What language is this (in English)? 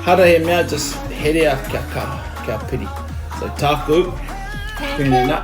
Māori